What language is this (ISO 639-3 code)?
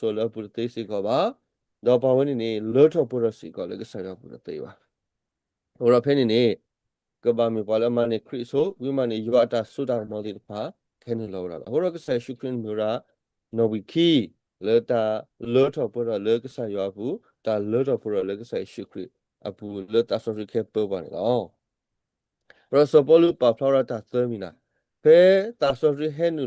ksw